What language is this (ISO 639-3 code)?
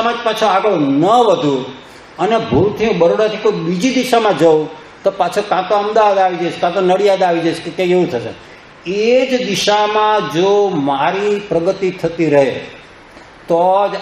guj